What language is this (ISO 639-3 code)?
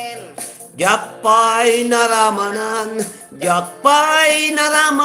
ilo